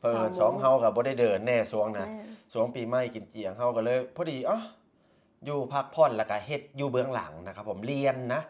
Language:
Lao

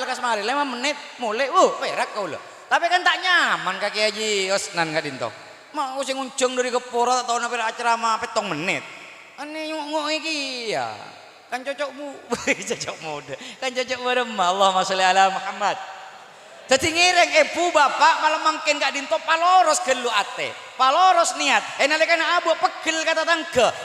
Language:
Madurese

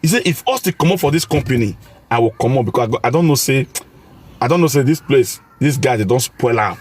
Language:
Nigerian Pidgin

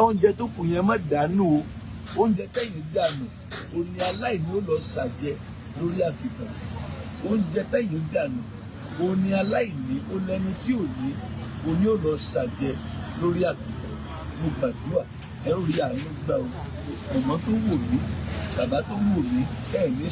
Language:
Yoruba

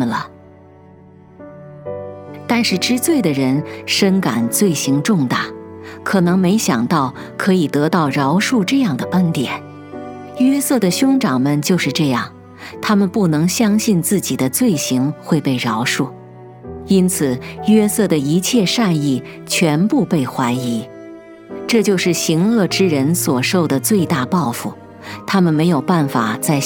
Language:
Chinese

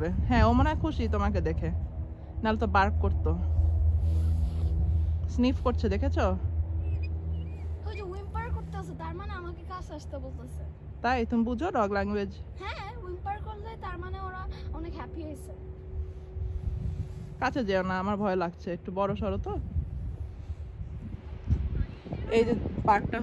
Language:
Bangla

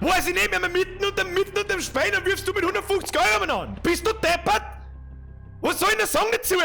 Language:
Bavarian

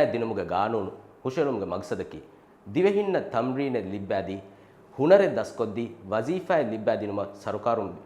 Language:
Divehi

